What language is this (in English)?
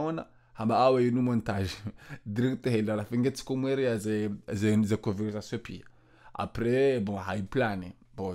Ngazidja Comorian